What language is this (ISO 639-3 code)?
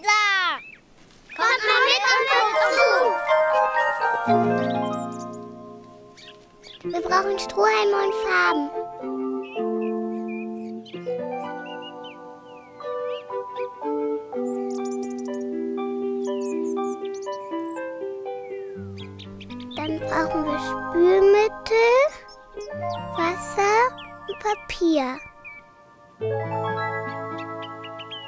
deu